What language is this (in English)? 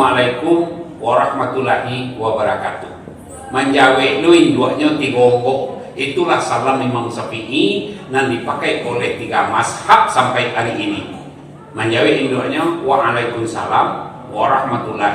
Minangkabau